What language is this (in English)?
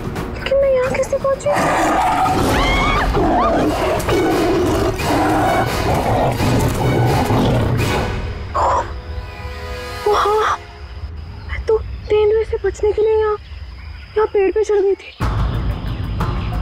Hindi